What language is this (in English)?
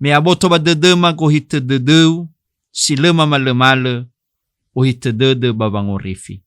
Nias